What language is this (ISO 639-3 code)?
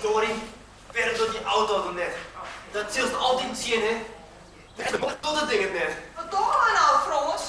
fry